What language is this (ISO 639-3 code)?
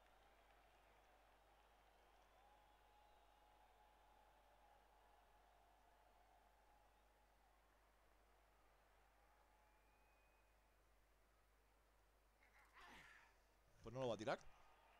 spa